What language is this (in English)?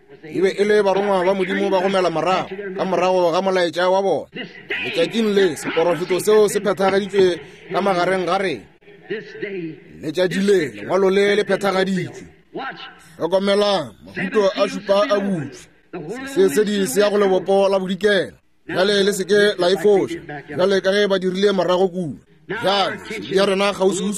Northern Sotho